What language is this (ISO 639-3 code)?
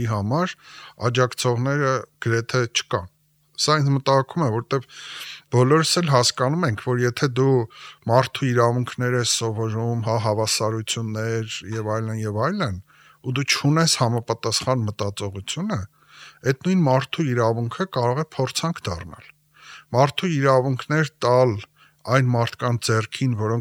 hye